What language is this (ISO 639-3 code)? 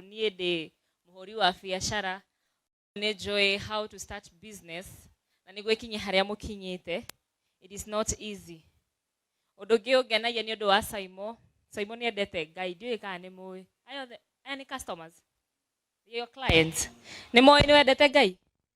kik